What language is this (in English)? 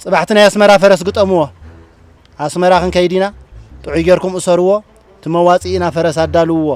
Tigrinya